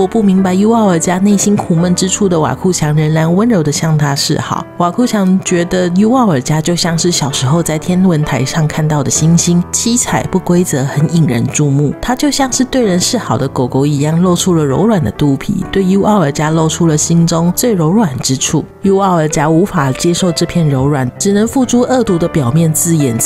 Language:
Chinese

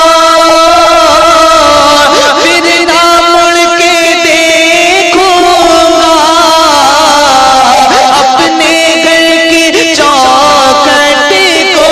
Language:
Urdu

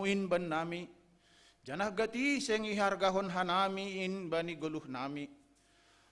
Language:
Batak Simalungun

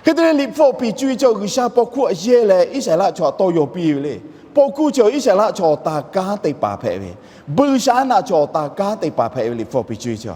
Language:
Lahu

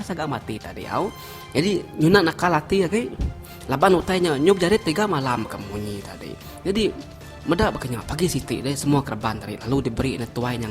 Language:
Iban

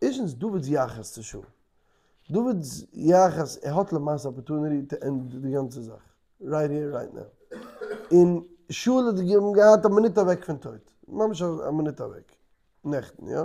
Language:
Yiddish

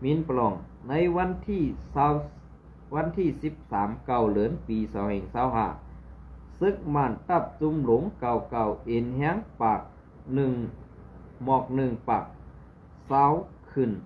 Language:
Shan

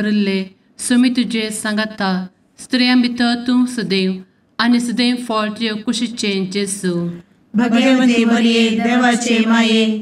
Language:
Konkani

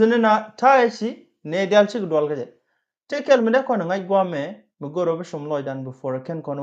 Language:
Nuer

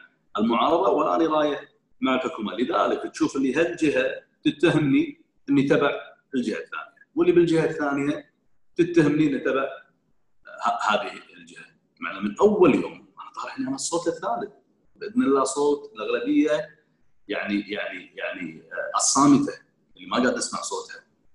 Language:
Gulf Arabic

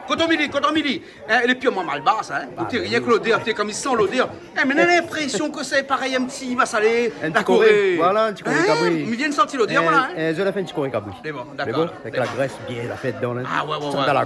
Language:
Réunion Creole French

